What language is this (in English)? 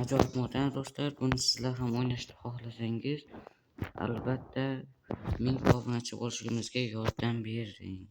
Uzbek